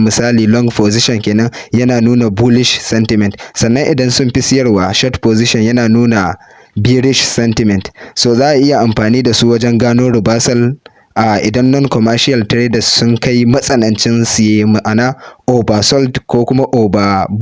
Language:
Hausa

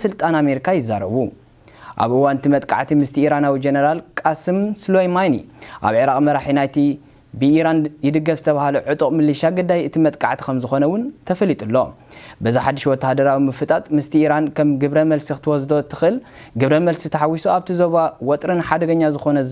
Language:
Tigrinya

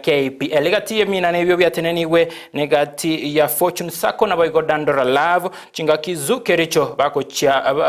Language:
Gusii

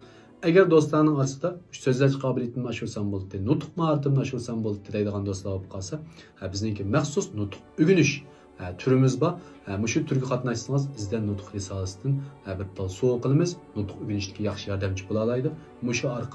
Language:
Uyghur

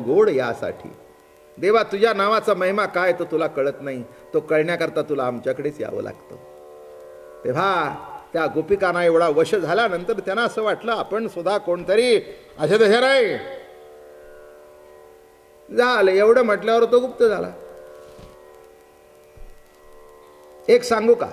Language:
Marathi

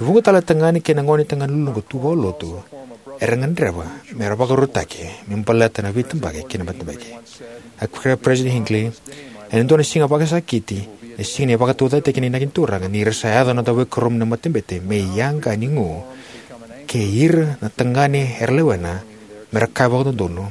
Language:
Fijian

